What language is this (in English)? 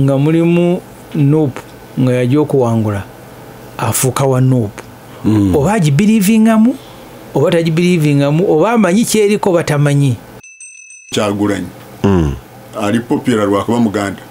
Ganda